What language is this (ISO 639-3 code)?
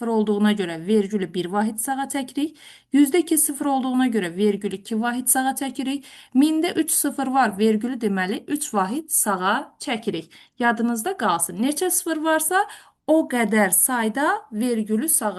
aze